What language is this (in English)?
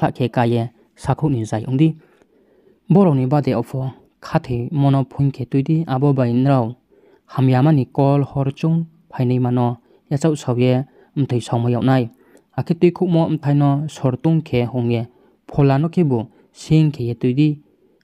Riang (India)